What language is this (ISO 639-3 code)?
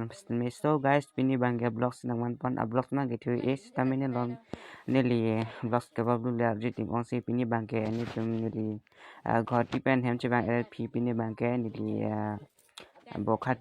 mjw